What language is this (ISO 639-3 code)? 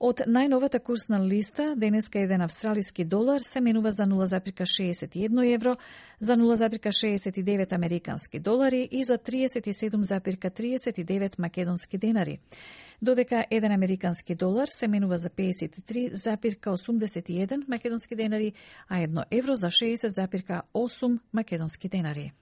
mkd